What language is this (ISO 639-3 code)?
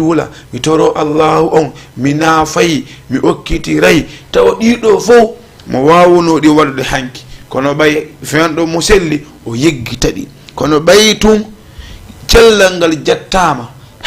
ful